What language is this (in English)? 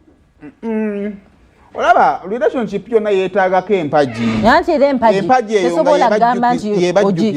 Ganda